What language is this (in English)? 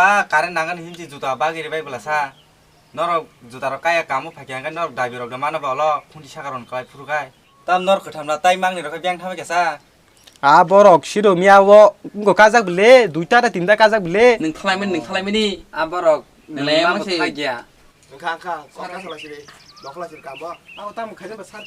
Kok Borok